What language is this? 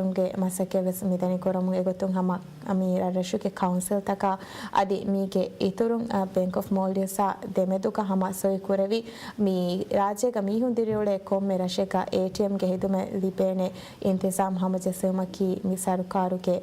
Divehi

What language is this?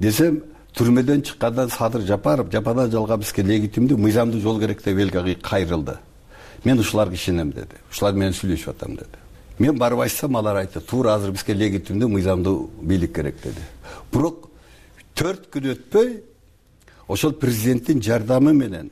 Kyrgyz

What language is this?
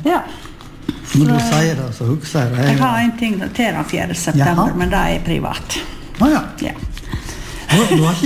Norwegian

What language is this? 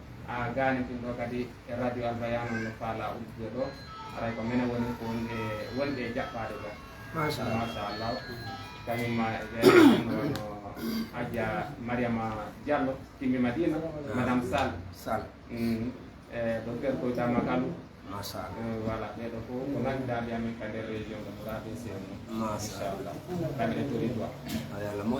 Fula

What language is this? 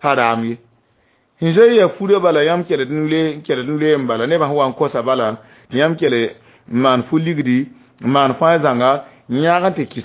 Mossi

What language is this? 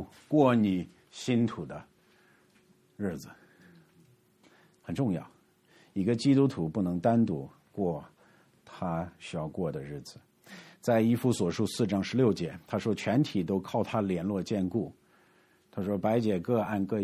Chinese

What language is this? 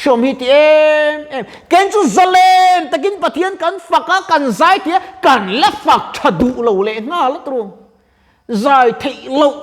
Mizo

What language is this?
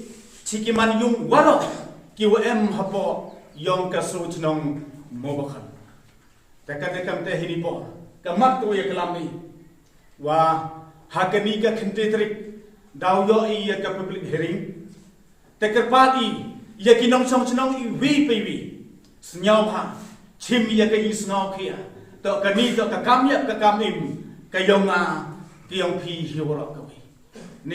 Pnar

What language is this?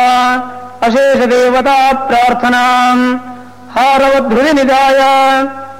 Sanskrit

